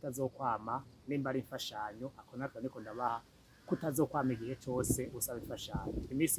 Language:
Rundi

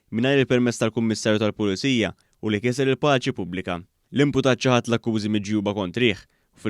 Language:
Maltese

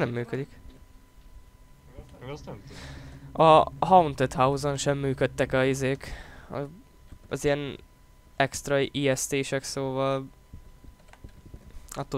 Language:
Hungarian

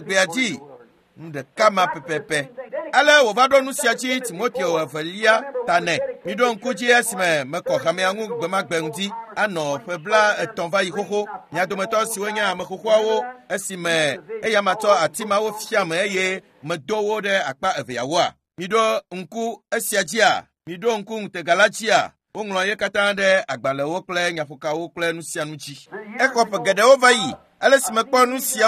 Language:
Ewe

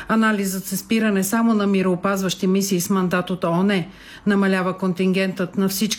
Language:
Bulgarian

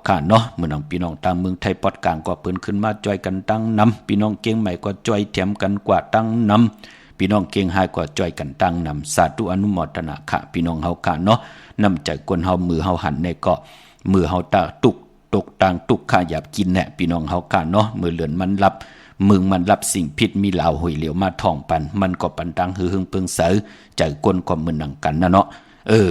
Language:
Shan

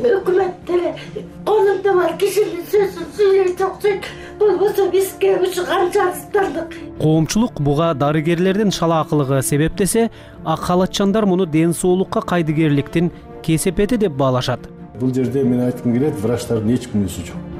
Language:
Kyrgyz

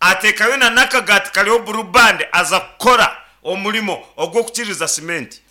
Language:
Nyankole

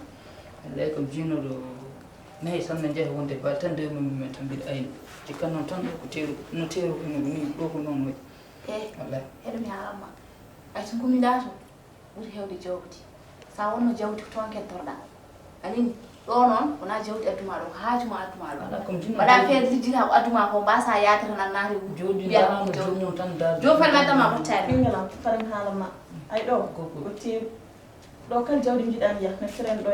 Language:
Fula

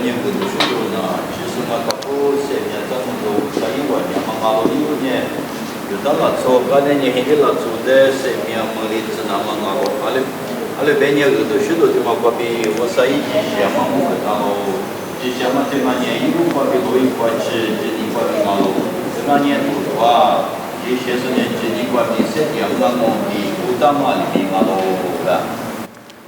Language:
Lisu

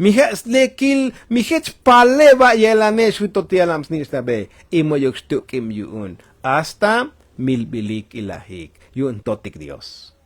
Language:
Tzotzil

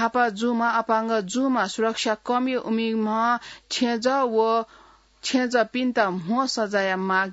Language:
Newari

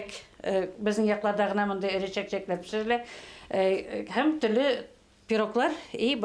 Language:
Bashkir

